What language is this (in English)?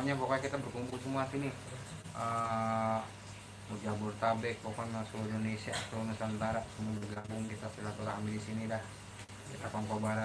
Betawi